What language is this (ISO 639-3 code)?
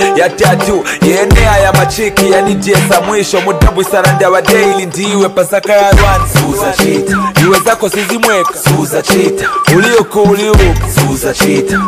nya